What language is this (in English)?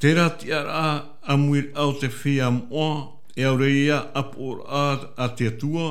Tahitian